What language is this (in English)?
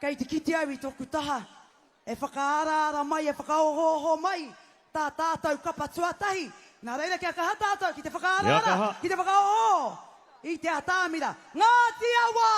Māori